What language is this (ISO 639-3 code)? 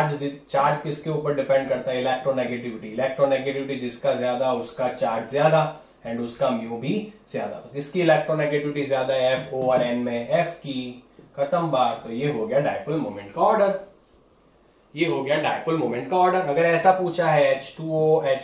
hin